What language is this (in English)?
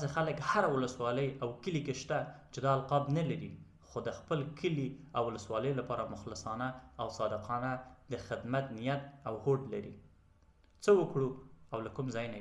Pashto